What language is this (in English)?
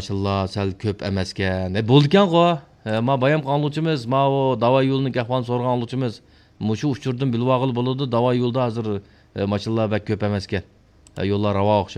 Uyghur